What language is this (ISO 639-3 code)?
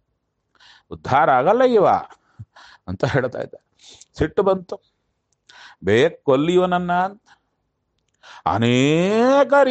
kan